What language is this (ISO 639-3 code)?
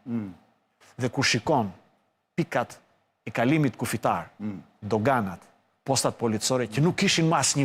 sqi